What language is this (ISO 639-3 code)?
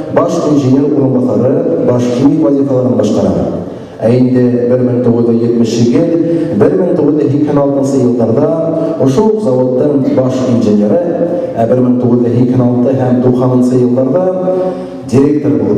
bak